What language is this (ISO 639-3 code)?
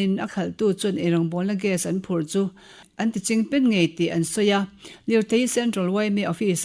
lus